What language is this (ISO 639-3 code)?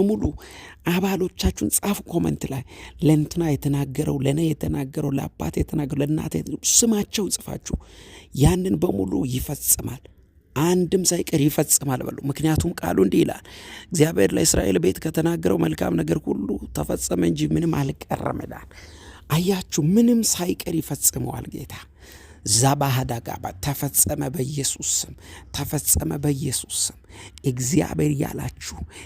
amh